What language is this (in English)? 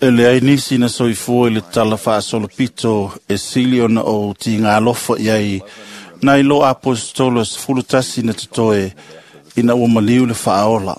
Samoan